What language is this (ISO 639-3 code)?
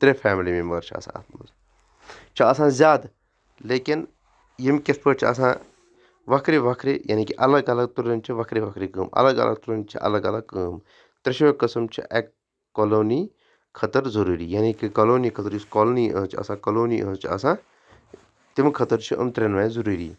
kas